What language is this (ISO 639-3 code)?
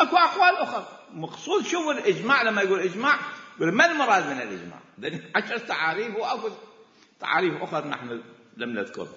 acm